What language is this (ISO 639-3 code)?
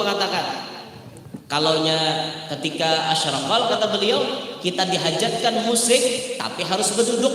bjn